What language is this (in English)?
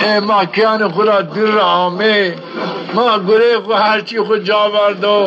Zaza